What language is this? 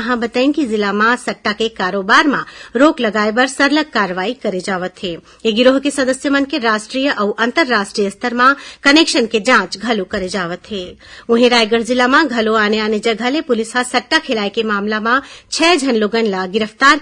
Chhattisgarhi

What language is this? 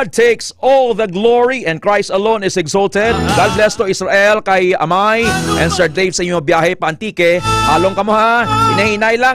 Hiligaynon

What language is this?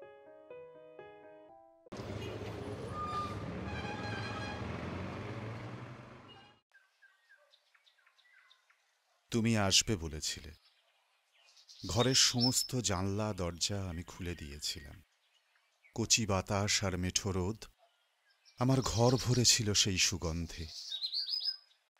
Bangla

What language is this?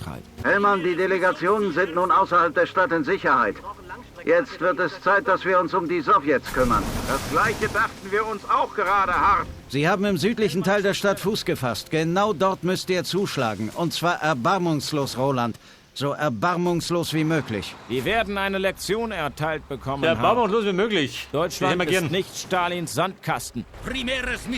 Bavarian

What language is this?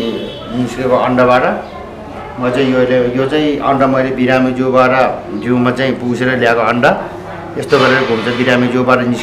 Nepali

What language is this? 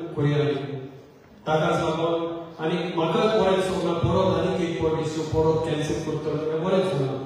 Konkani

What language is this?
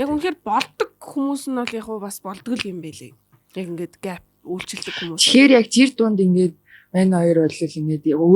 Mongolian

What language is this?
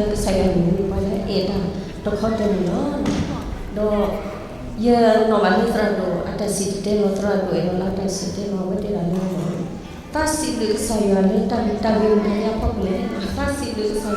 S'gaw Karen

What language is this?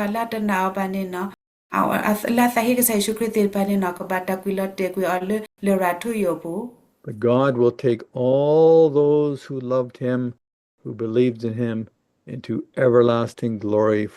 S'gaw Karen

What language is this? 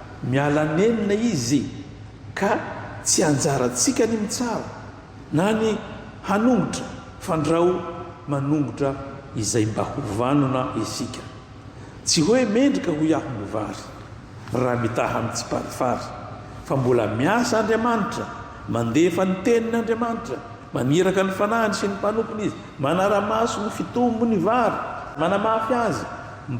Malagasy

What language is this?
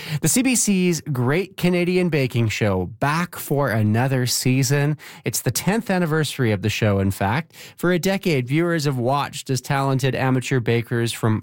English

